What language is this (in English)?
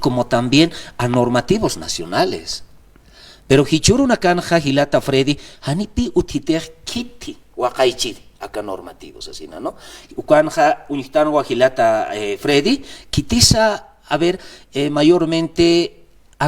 Aymara